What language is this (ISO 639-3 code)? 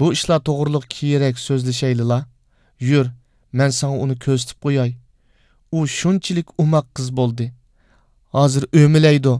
uig